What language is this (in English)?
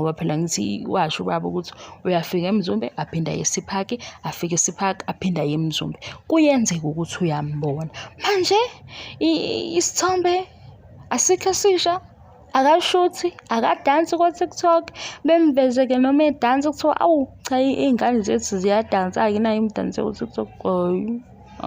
Zulu